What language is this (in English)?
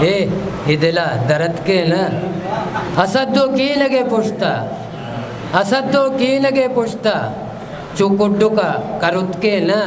Eastern Balochi